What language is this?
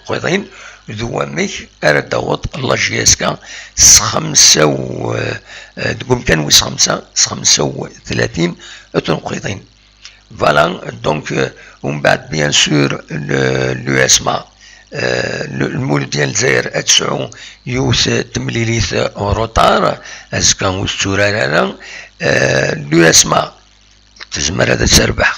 Kabyle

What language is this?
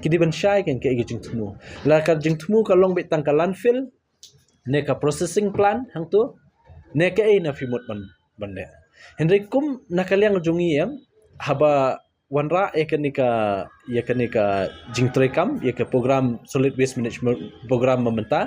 Khasi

